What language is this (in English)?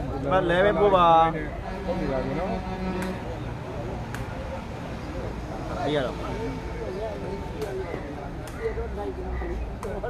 Burmese